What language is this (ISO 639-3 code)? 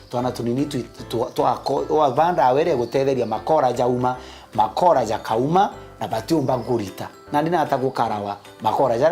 mer